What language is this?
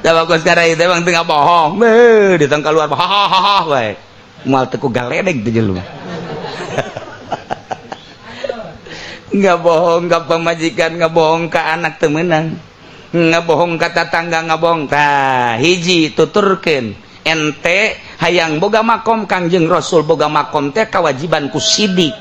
Sundanese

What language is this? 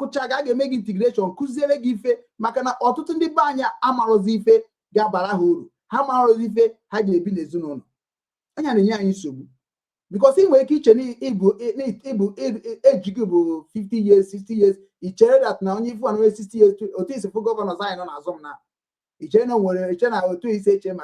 Igbo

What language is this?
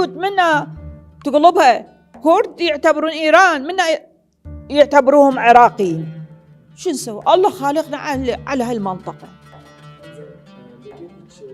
Mesopotamian Arabic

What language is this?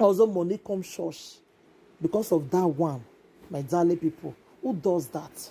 Nigerian Pidgin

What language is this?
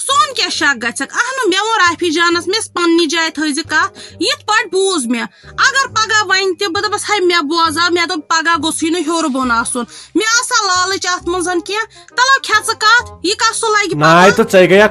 Kashmiri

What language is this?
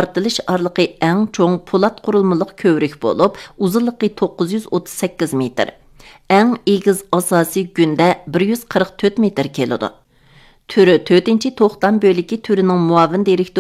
Uyghur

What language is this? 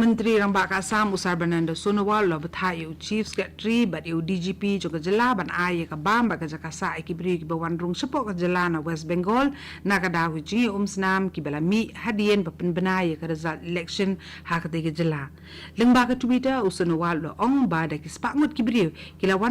Khasi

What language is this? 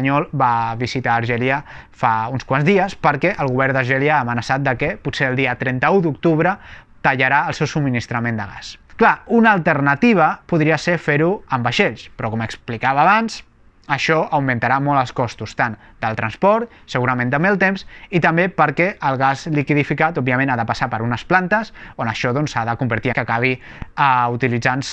Catalan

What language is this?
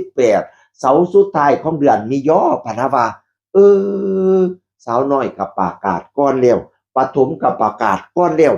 Northeastern Thai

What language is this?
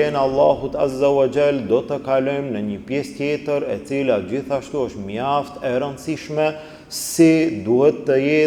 Albanian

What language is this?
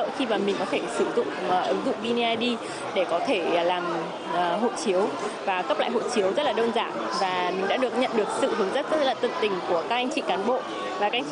Vietnamese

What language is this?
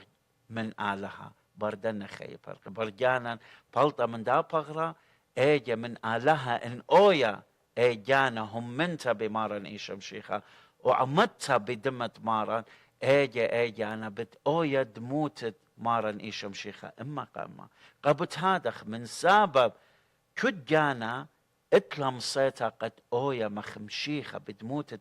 Assyrian Neo-Aramaic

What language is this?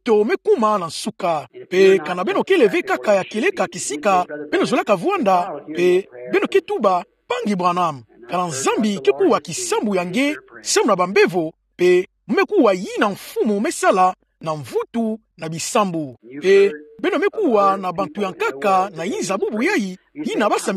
Kituba (Democratic Republic of Congo)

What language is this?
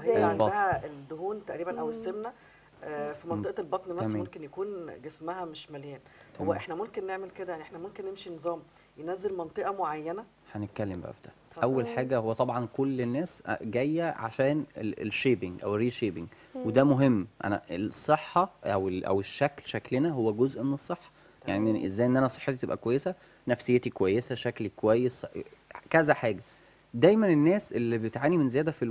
Egyptian Arabic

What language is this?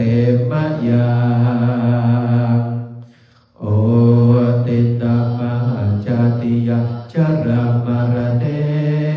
Pali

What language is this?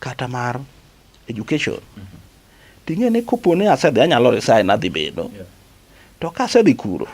Luo (Kenya and Tanzania)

